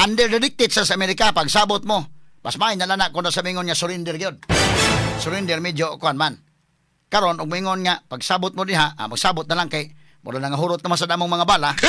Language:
Cebuano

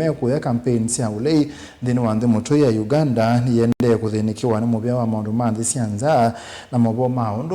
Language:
Kamba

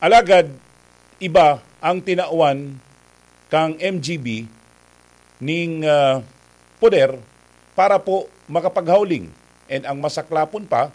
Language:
Bikol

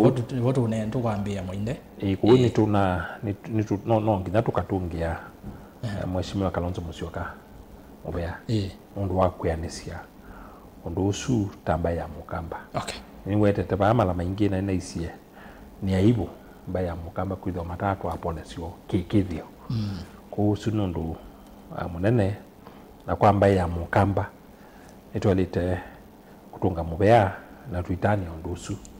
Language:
Kamba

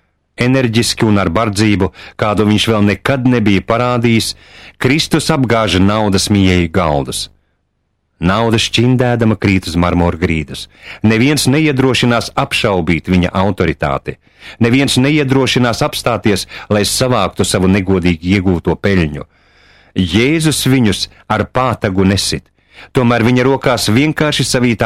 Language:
Latvian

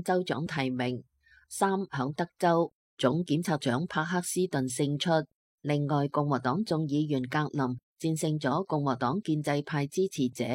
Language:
Cantonese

